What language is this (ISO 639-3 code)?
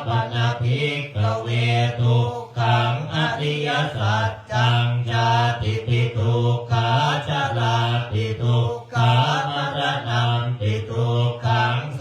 pli